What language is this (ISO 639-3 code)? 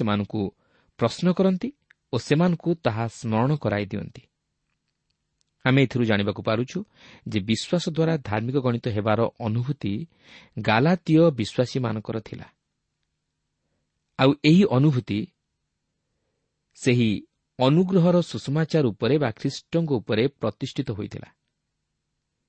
ori